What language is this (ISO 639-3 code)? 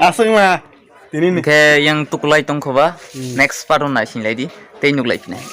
trp